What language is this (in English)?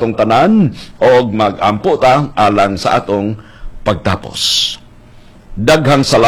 Cebuano